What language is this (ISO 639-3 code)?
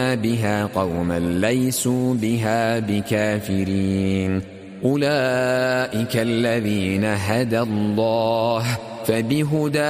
ara